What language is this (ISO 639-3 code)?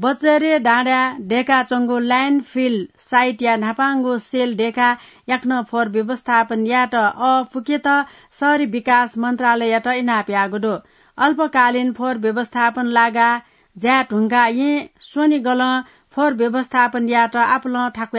new